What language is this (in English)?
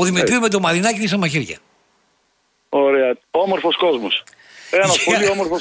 Greek